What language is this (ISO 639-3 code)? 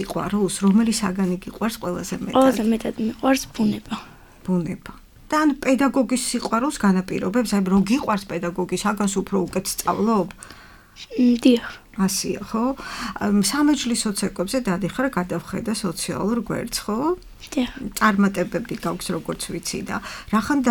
kat